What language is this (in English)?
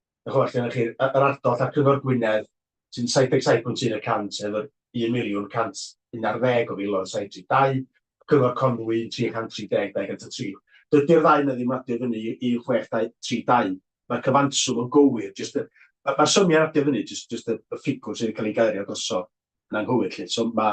Welsh